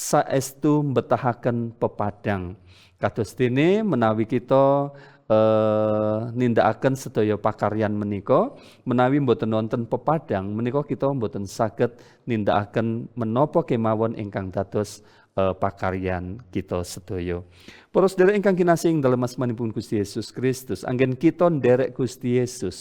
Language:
Javanese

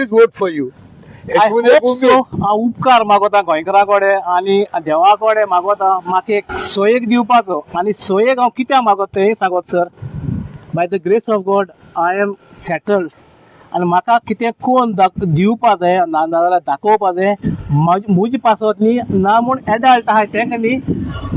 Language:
Konkani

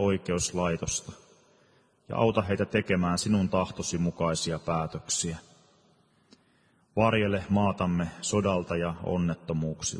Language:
Finnish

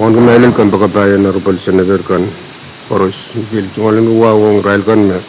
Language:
Pohnpeian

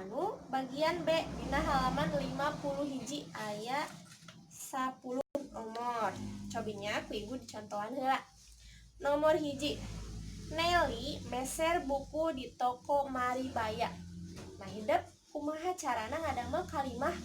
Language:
Sundanese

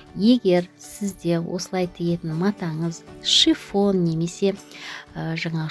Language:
Kazakh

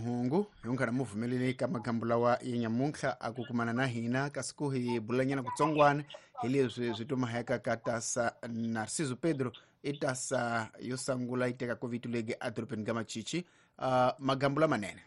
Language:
Tsonga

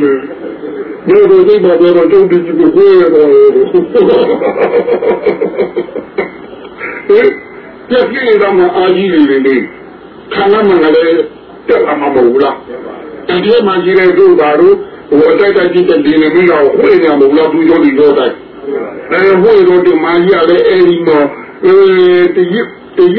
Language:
Burmese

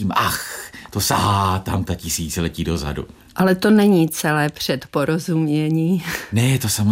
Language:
Czech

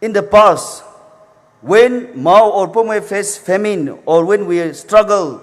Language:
Poumei Naga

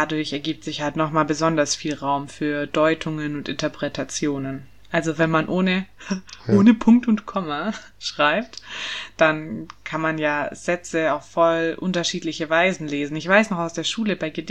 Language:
German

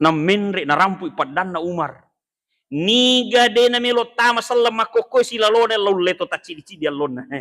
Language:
Buginese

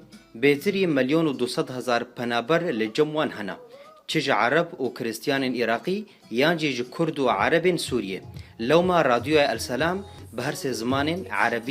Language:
Kurdish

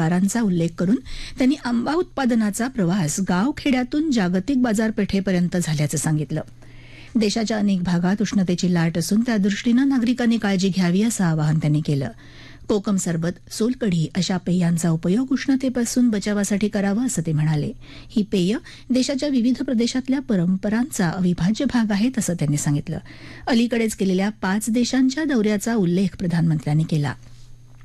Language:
Marathi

